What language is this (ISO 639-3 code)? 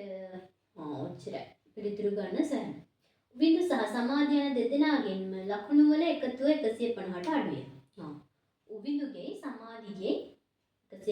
sin